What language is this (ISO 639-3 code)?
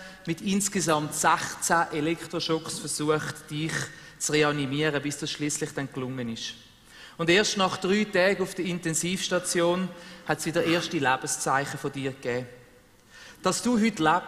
gsw